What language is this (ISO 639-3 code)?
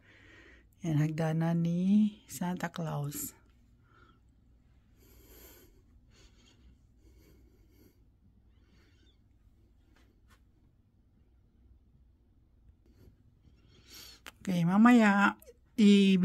fil